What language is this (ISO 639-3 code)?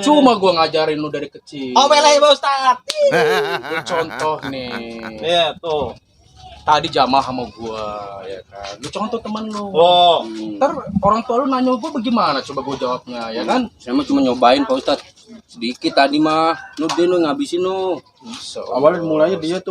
bew